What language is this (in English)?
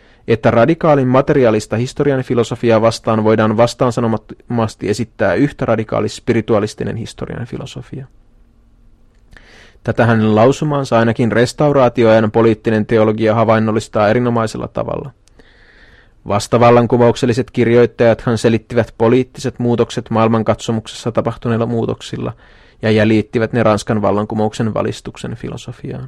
Finnish